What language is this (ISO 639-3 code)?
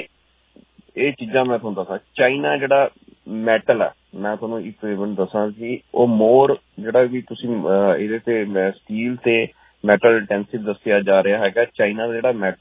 pan